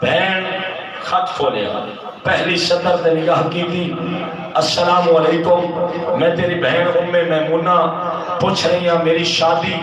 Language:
Saraiki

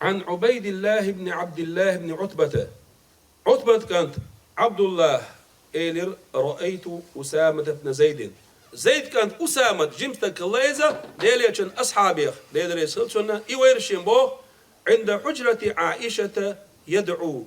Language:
Chechen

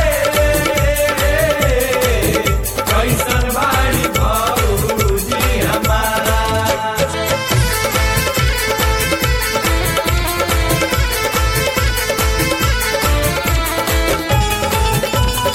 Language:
Bhojpuri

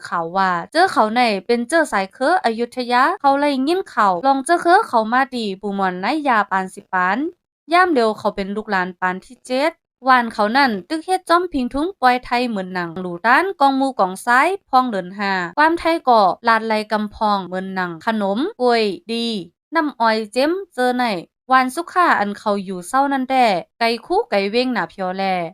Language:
Shan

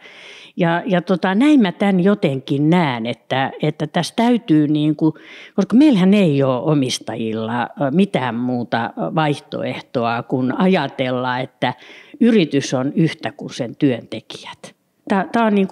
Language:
Finnish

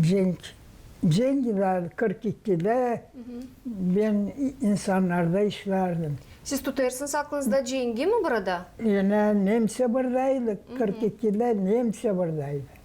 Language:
Gagauz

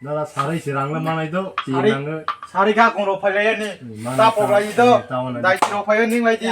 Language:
Kok Borok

